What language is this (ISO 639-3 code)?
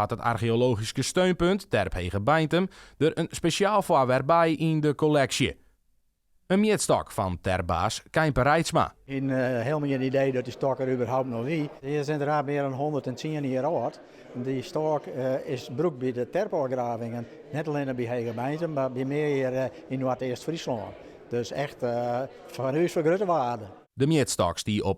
fry